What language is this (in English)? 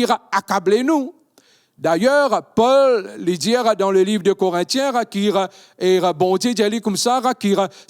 Morisyen